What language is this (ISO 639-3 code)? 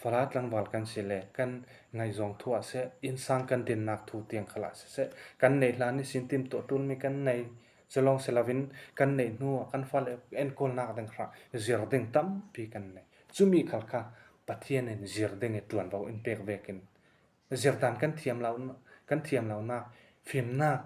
cfm